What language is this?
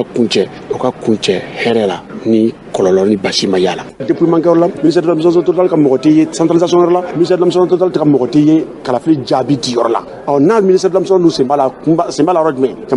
Bambara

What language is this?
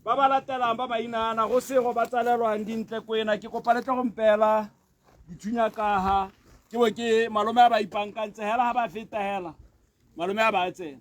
Tswana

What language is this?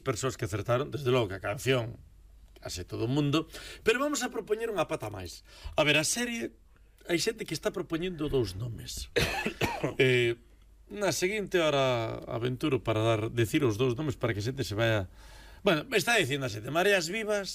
Galician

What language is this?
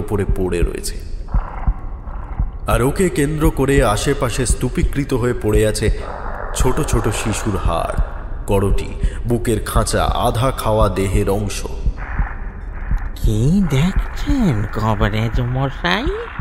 Bangla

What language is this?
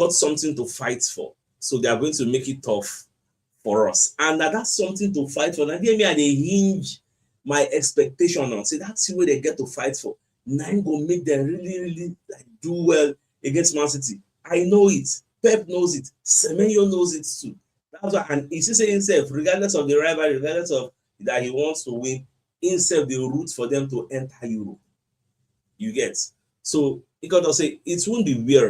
Nigerian Pidgin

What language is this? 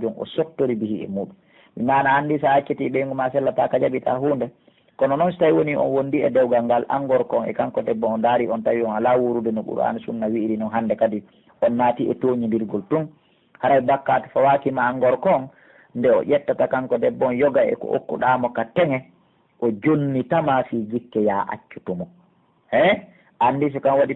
Pular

